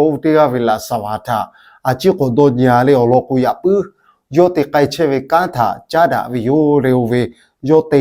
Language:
Lahu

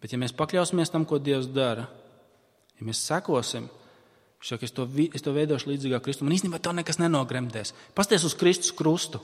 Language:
Latvian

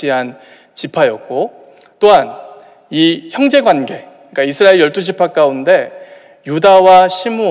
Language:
Korean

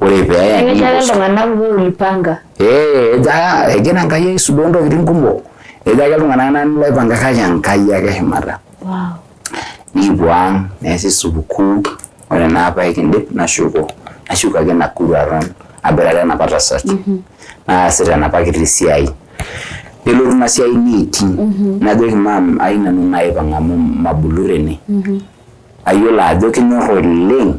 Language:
Masai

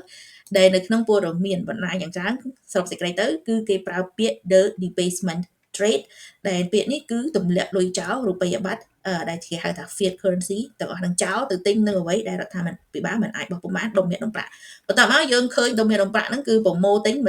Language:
Khmer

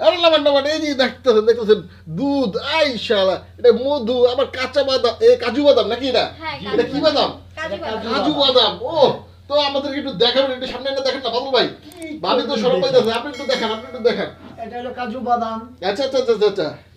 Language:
Bangla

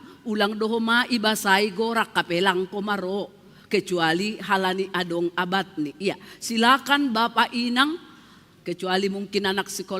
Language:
Batak Simalungun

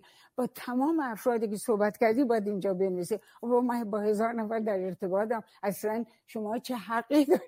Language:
Persian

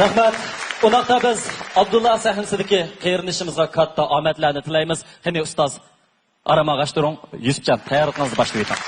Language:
Uyghur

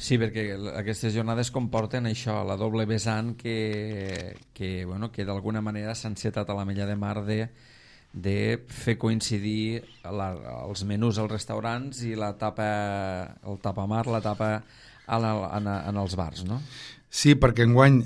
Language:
Catalan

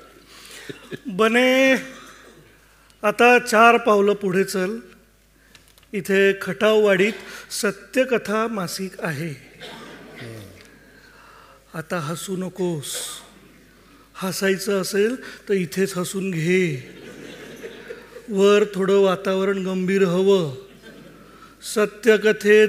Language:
Marathi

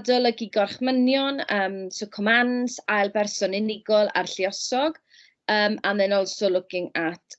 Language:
Welsh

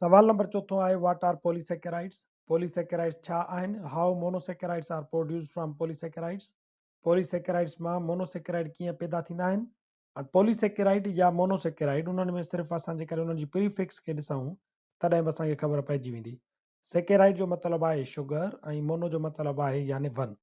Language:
Sindhi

